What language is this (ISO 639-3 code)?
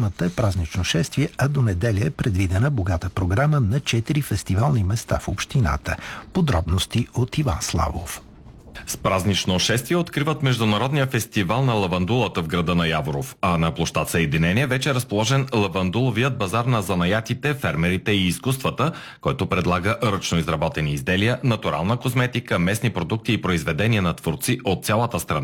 bul